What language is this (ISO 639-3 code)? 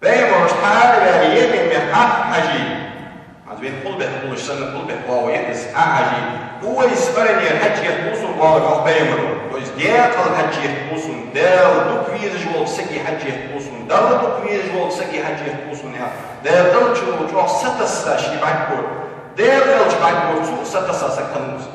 inh